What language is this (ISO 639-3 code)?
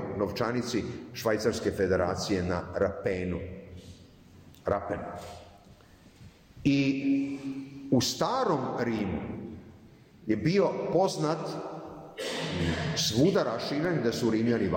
srp